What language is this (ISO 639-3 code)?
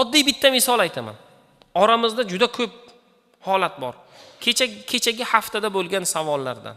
uzb